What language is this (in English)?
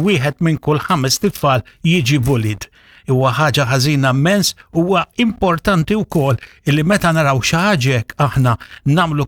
Maltese